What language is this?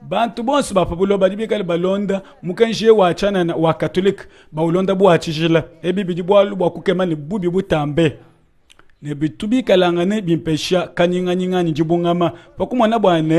Luba-Lulua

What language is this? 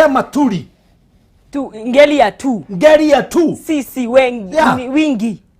Kikuyu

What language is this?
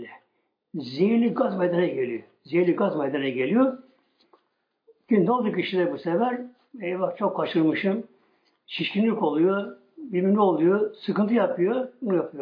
Turkish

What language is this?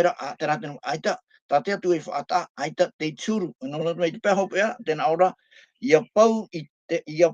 Tahitian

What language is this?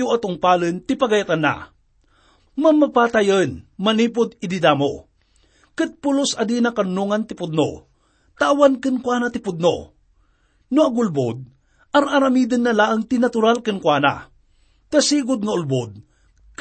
Iloko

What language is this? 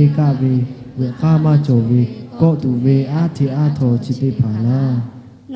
Lahu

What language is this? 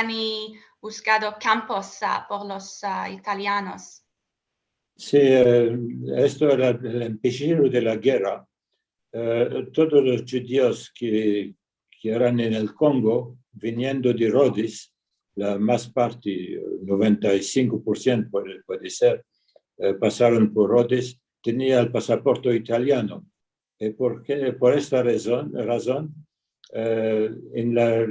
Ladino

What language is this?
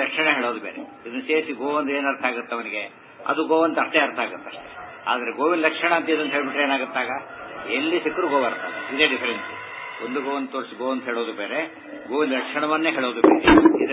Kannada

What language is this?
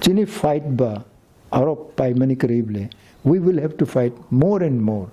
Kok Borok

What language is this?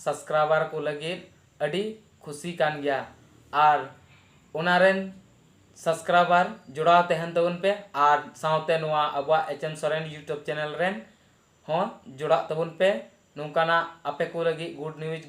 Santali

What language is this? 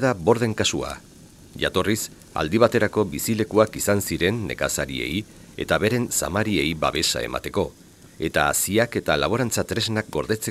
Basque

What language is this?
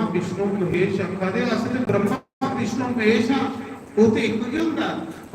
Dogri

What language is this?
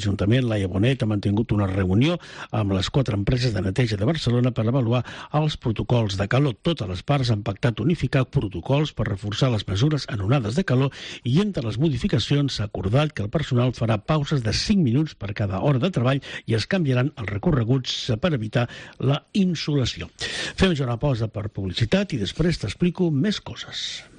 Catalan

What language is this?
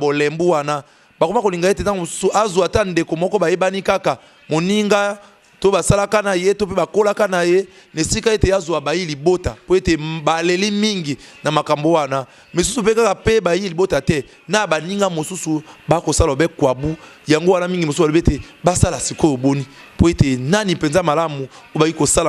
Lingala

